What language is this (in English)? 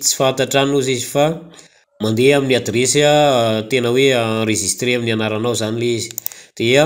Malagasy